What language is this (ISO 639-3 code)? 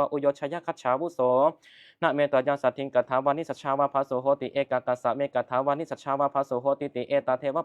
pli